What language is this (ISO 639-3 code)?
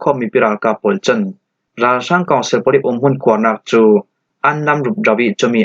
cfm